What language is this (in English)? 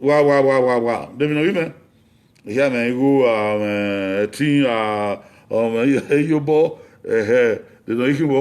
Bini